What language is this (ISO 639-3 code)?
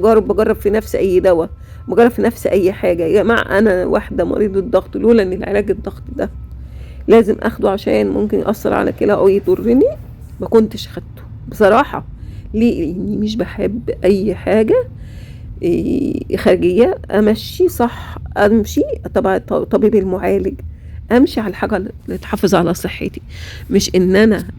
arz